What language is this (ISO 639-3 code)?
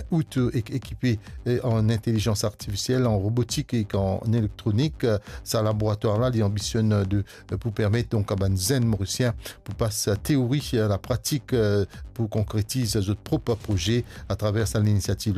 mfe